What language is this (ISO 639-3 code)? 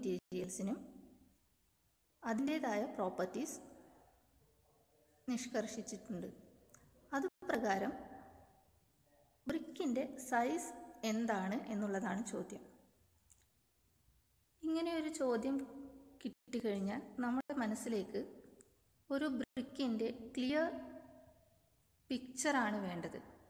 mal